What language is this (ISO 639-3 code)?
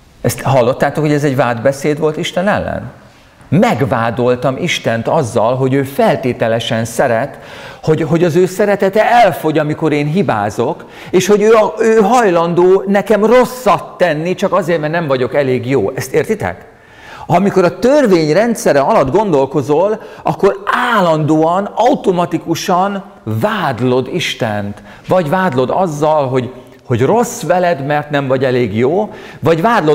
hun